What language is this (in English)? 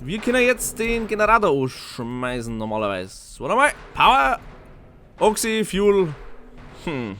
Bavarian